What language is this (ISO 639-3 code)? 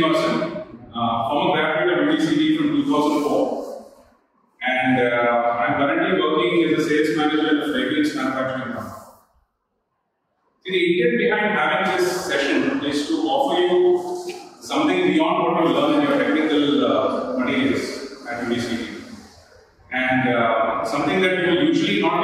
eng